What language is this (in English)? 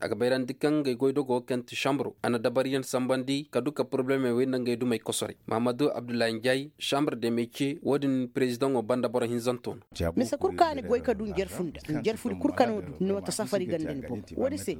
Koyraboro Senni